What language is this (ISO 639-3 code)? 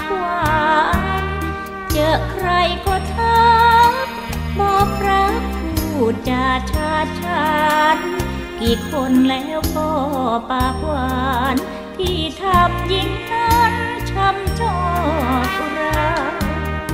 tha